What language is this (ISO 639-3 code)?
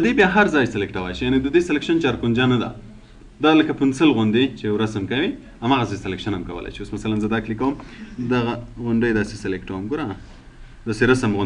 pus